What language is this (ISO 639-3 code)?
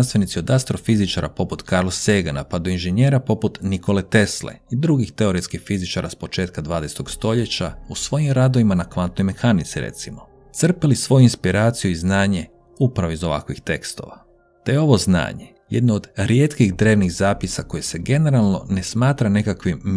hrv